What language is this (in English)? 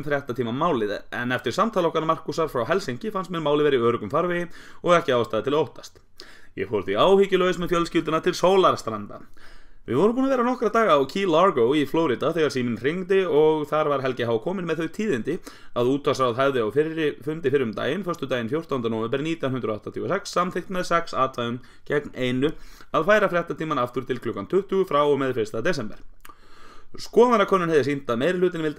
Icelandic